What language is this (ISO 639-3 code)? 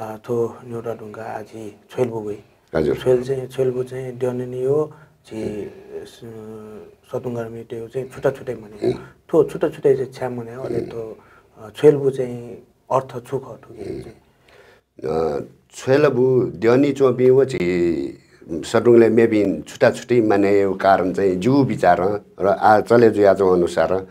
new